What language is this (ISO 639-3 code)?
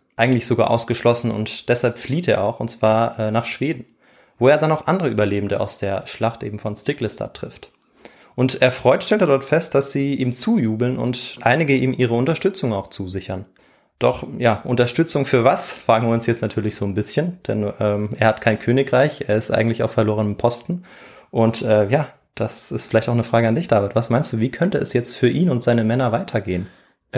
deu